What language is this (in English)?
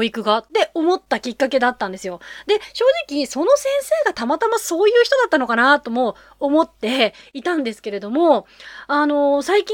Japanese